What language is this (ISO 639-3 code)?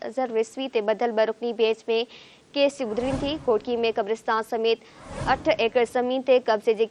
snd